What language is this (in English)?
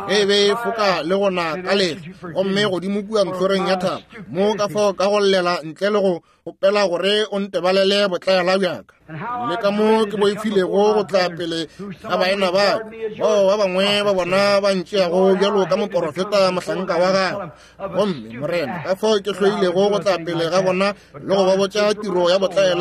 Northern Sotho